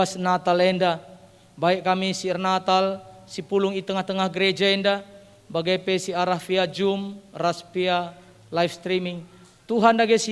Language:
Batak Karo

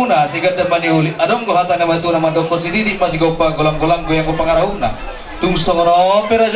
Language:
Batak Toba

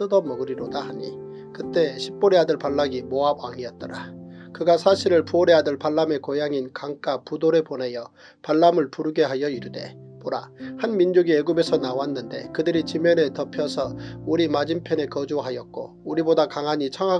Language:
Korean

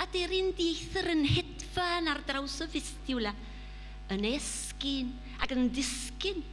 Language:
Welsh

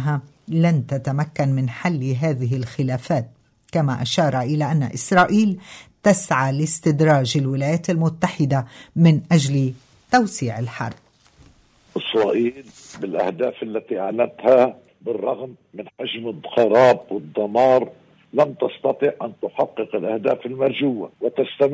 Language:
Arabic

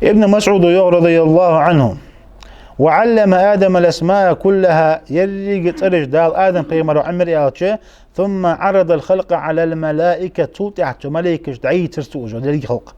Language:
Ingush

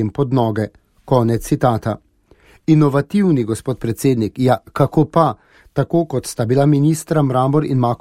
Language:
Slovenian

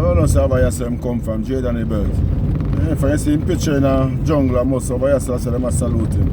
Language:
Jamaican Creole English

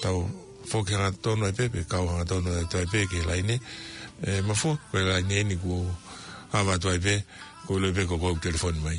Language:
Tongan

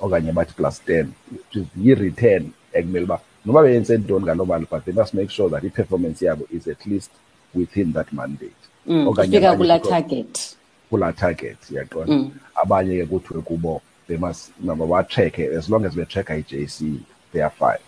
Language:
Xhosa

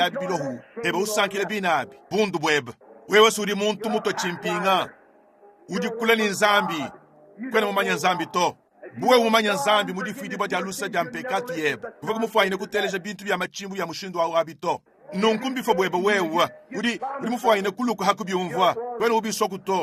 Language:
Luba-Lulua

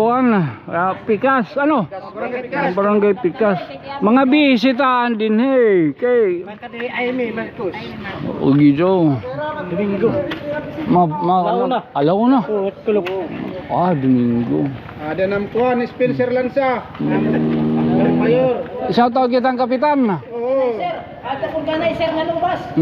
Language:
Waray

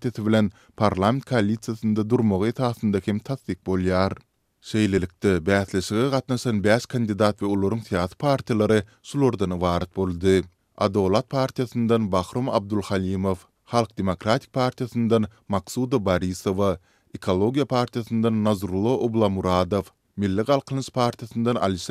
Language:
Turkmen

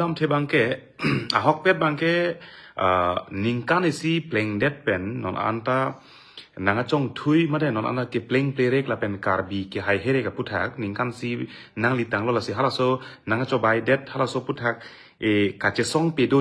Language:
Karbi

